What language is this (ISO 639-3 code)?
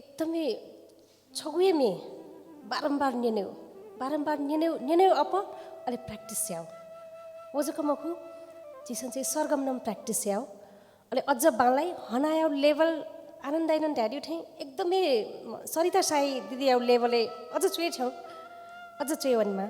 new